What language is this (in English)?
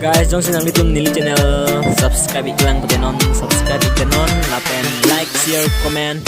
Karbi